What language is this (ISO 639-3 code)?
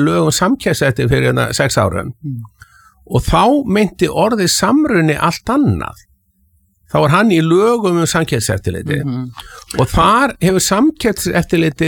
isl